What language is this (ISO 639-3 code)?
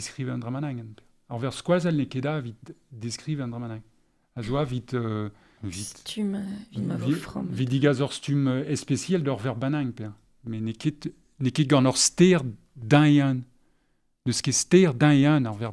bre